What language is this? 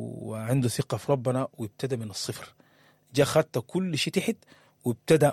Sudanese Arabic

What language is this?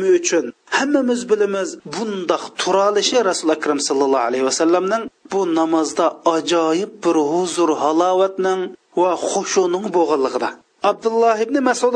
Uyghur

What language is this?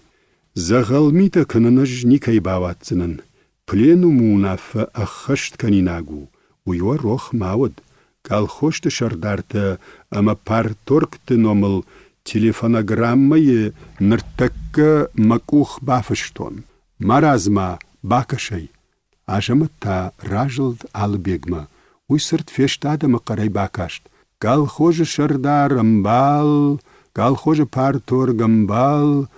Ossetic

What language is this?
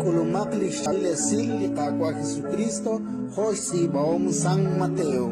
Kekchí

